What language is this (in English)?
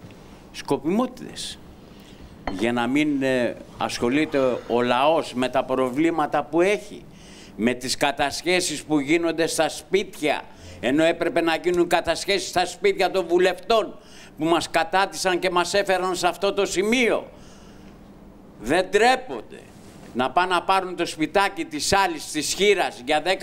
Greek